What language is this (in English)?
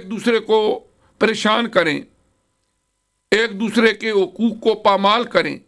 Urdu